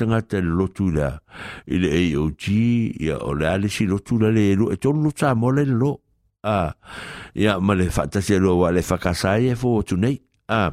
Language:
Samoan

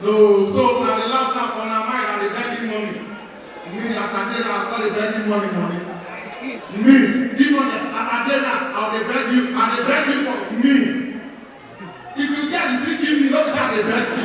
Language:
Nigerian Pidgin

